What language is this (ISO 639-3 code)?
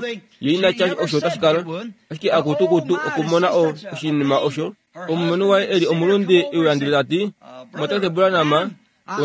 kua